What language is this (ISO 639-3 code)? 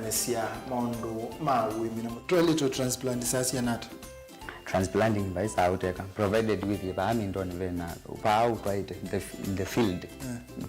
kam